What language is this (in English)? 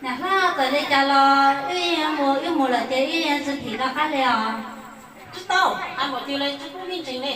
Hmong